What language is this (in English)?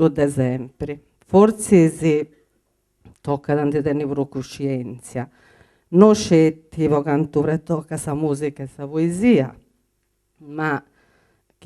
Sardinian